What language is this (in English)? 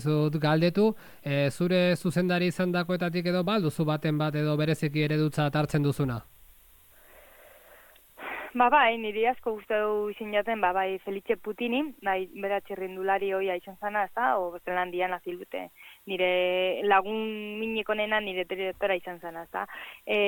Basque